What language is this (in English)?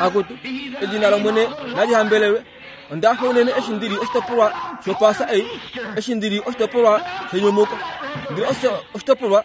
Kuanyama